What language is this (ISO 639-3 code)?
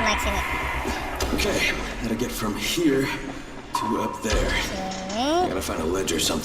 bjn